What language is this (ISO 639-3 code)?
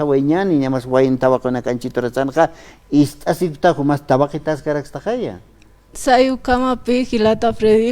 aym